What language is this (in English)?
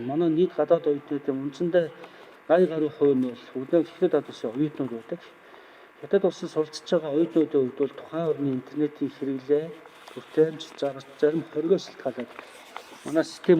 Mongolian